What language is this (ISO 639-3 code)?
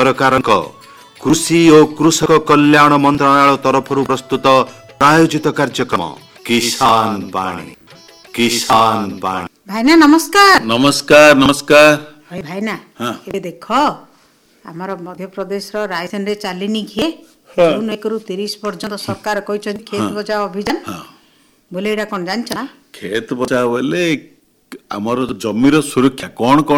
ori